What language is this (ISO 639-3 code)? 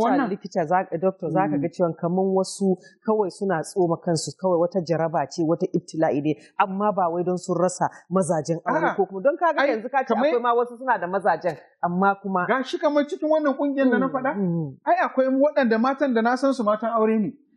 hau